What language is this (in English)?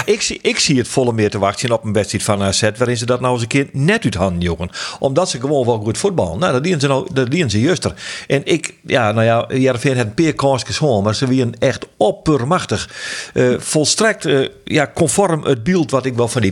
Western Frisian